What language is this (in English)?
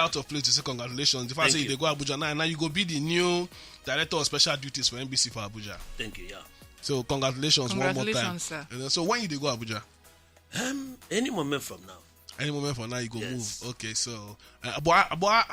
Nigerian Pidgin